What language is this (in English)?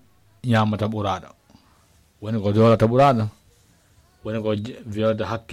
Fula